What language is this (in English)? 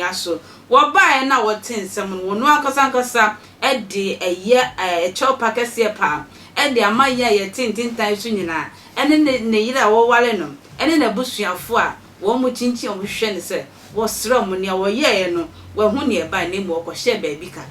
Akan